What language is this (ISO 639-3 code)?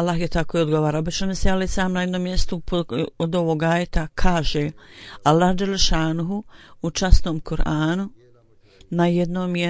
bos